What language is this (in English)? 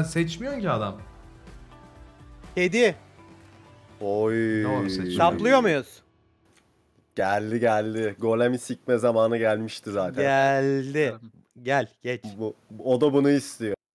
Turkish